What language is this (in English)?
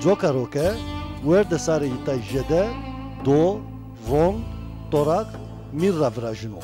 Zaza